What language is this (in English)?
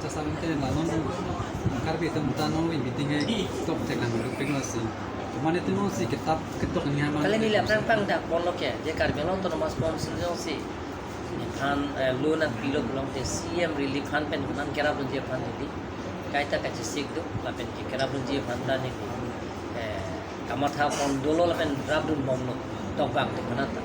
Karbi